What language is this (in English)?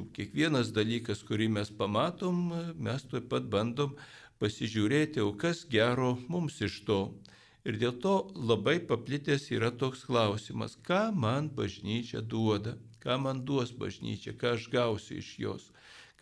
Lithuanian